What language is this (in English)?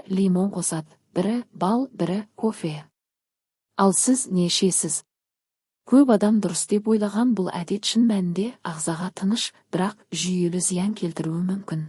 Kazakh